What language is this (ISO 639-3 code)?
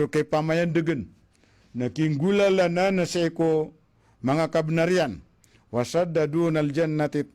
mrw